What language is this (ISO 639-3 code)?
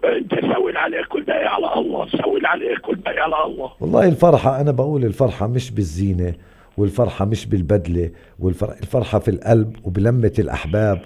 apc